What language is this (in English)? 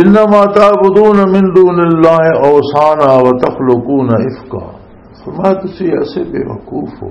Western Panjabi